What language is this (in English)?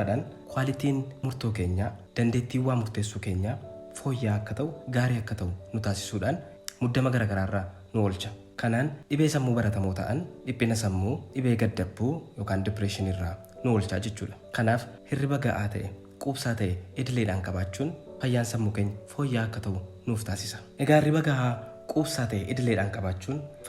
Oromo